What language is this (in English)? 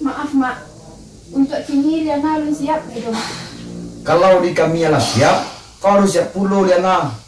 Minangkabau